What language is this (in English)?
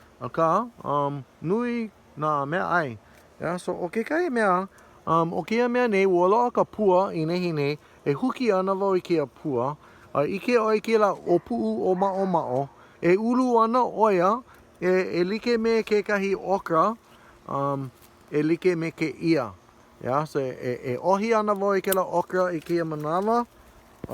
Hawaiian